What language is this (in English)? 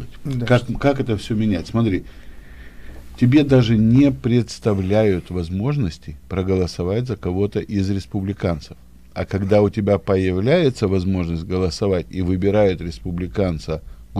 Russian